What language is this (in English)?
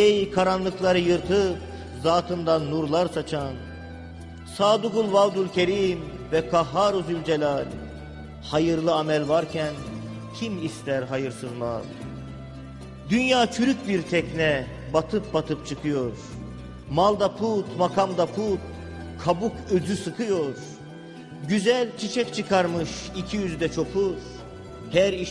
Turkish